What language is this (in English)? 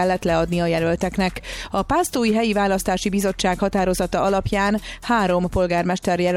Hungarian